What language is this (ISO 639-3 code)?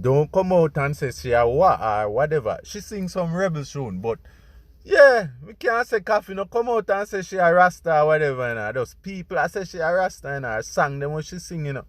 jam